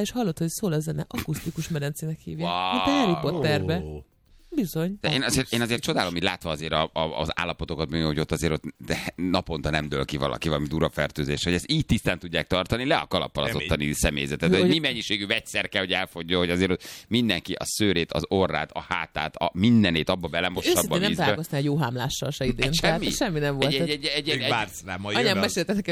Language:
Hungarian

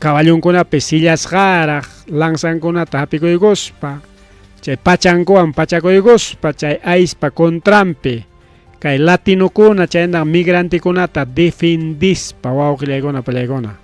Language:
Ayacucho Quechua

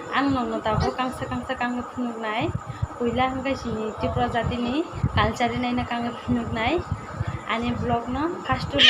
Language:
Kok Borok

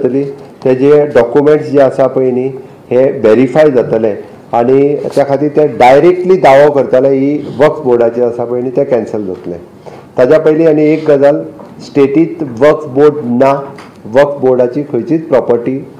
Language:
Konkani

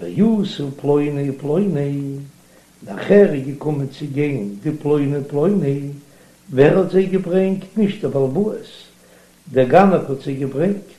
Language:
Yiddish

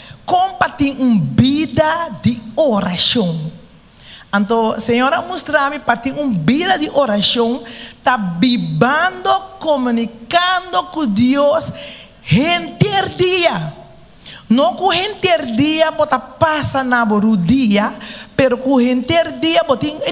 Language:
Papiamento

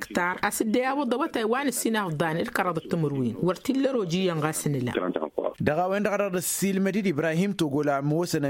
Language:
Tamasheq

